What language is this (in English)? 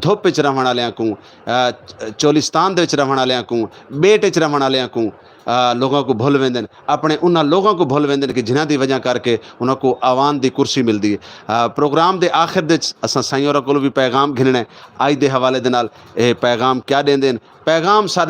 Saraiki